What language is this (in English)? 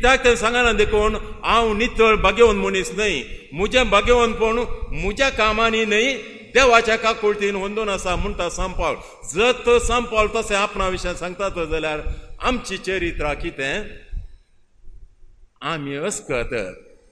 Konkani